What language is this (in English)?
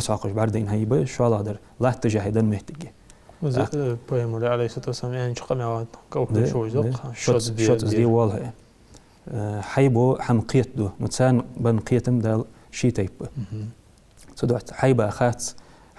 Ingush